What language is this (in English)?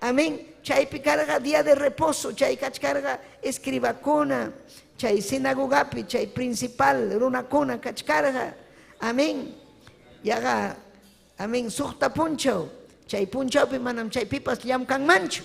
Ayacucho Quechua